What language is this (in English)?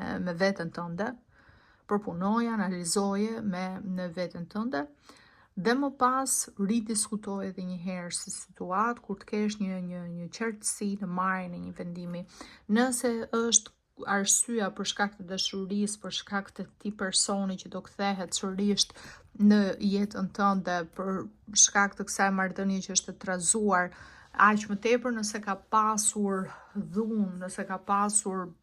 Albanian